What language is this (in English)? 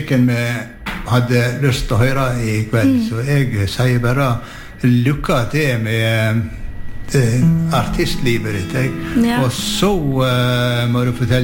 Norwegian